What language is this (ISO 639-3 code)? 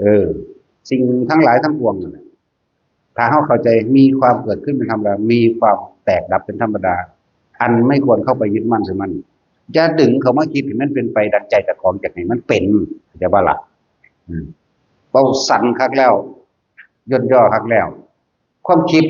tts